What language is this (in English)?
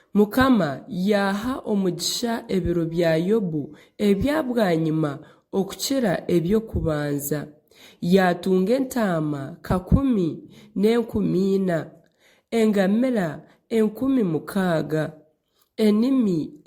Nyankole